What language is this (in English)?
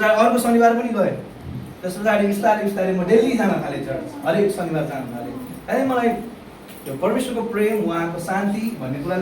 Nepali